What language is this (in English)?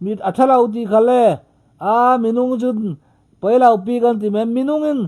Falam Chin